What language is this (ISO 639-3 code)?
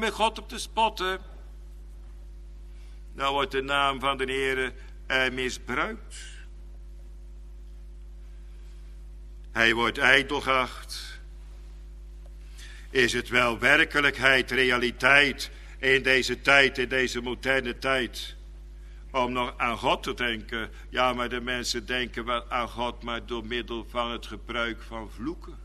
nld